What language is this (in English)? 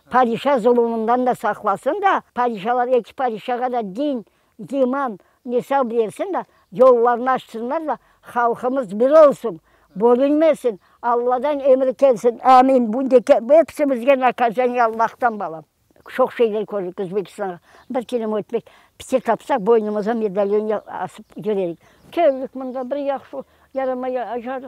Crimean Tatar